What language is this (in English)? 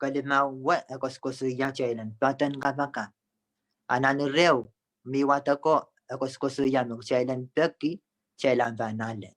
Pohnpeian